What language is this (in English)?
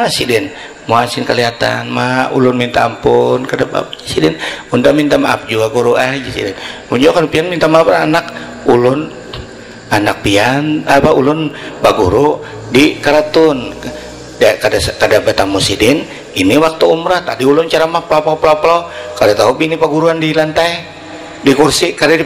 Banjar